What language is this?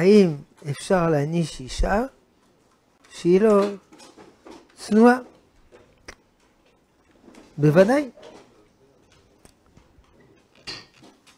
Hebrew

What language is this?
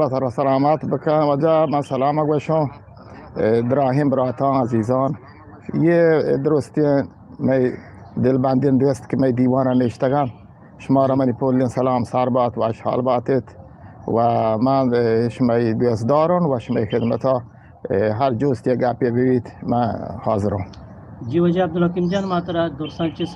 Eastern Balochi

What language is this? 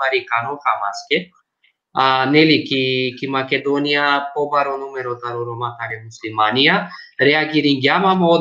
Balkan Romani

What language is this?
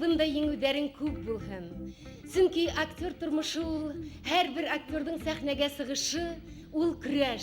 Bashkir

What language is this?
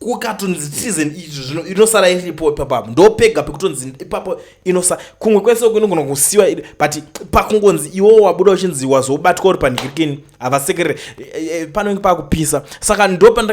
Shona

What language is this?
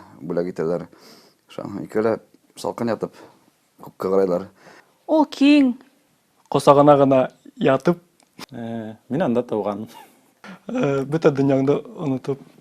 Bashkir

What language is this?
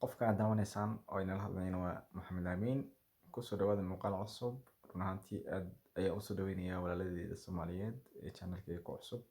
Somali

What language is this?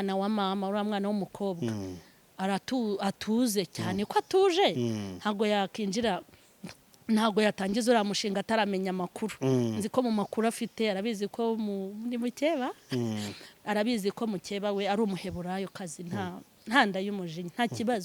Kinyarwanda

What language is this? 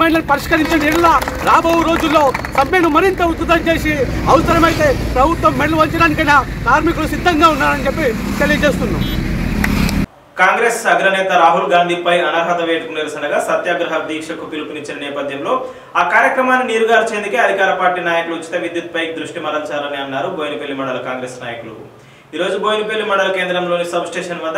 Telugu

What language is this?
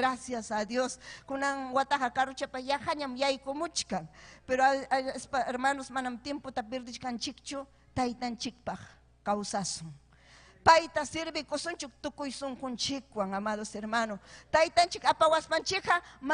Ayacucho Quechua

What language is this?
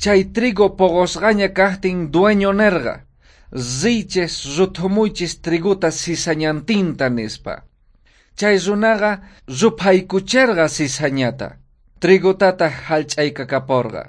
South Bolivian Quechua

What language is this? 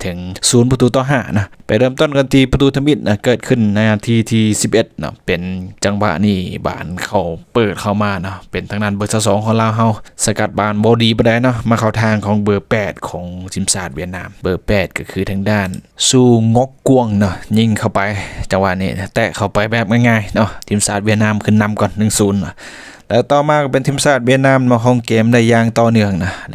Lao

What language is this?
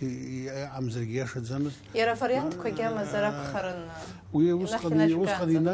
Abkhazian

